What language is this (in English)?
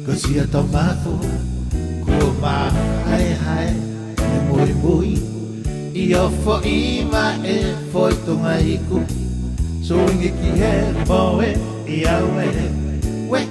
Tongan